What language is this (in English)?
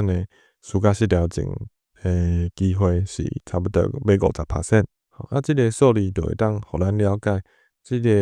Min Nan Chinese